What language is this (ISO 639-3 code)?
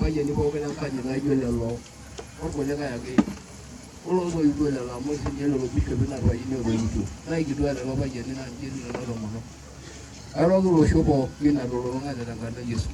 mas